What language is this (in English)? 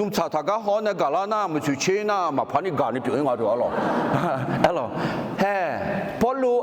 Akha